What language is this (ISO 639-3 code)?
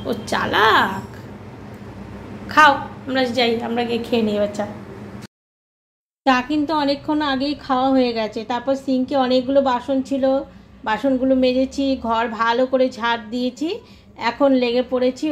ben